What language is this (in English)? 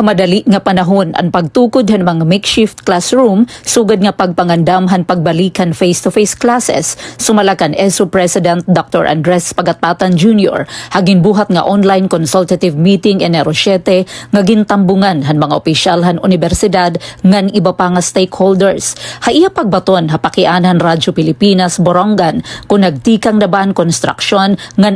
Waray